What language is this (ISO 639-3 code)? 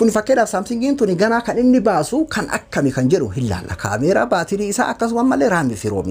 orm